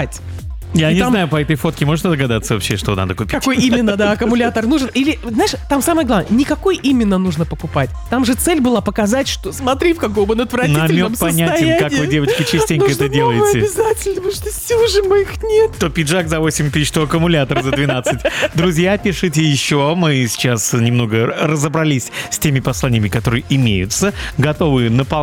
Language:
Russian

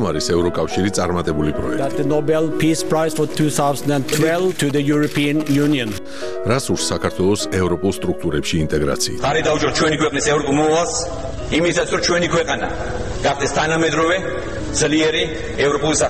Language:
Georgian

